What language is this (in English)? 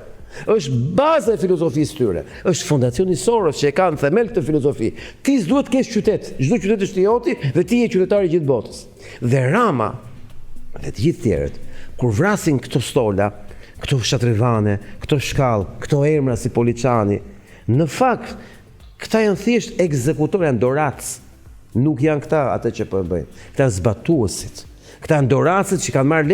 Albanian